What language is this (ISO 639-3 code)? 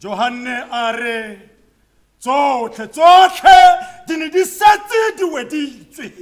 tsn